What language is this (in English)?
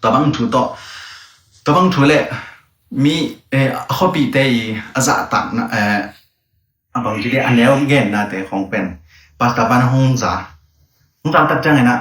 Tedim Chin